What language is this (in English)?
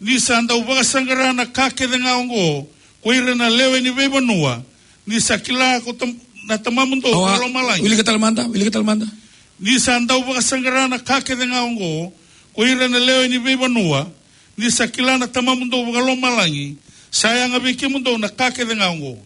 Fijian